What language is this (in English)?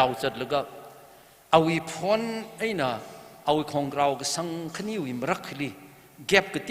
Tangkhul Naga (India)